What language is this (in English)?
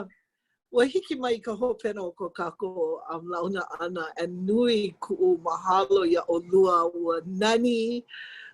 Hawaiian